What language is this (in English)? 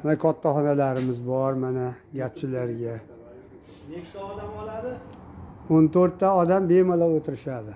Uzbek